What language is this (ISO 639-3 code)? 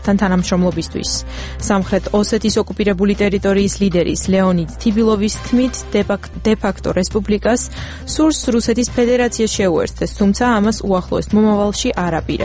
kat